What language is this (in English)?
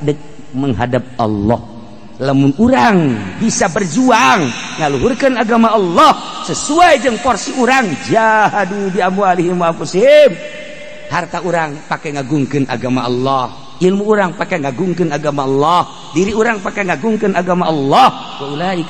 Sundanese